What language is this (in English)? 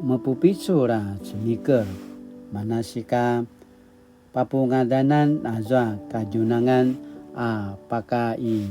Paiwan